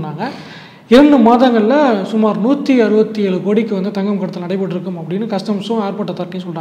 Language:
Tamil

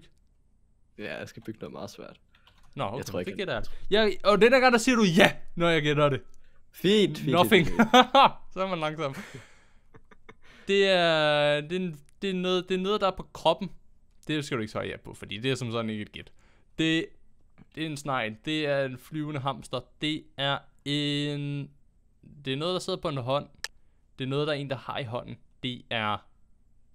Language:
Danish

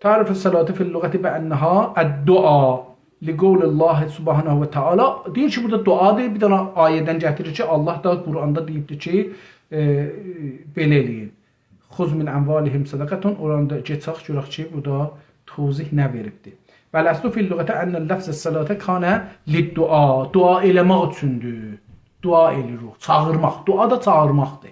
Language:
South Azerbaijani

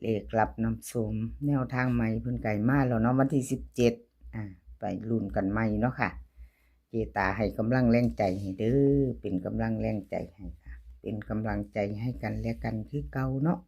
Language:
Northeastern Thai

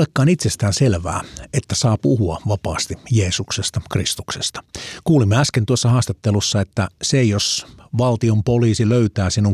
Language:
Finnish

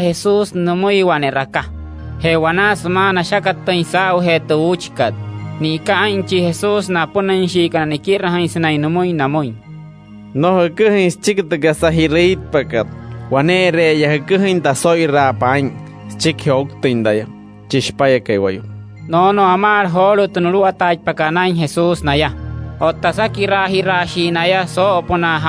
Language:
Wayuu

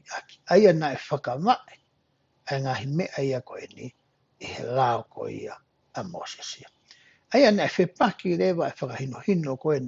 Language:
Tongan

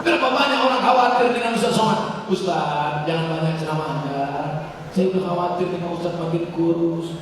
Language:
Minangkabau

